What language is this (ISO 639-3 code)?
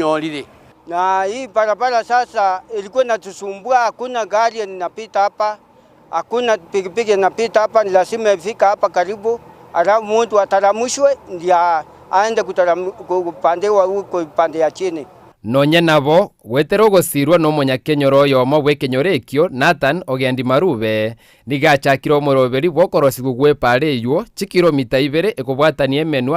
guz